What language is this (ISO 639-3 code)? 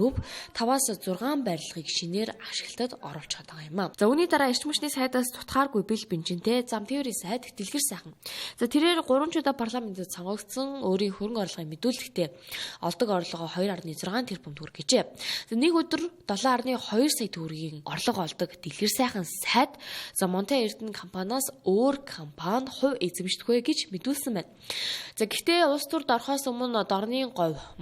mon